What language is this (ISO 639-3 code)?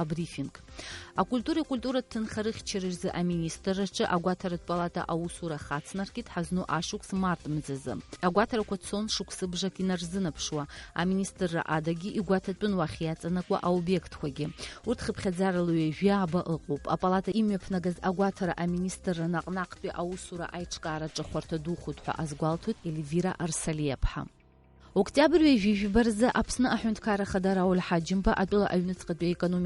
abk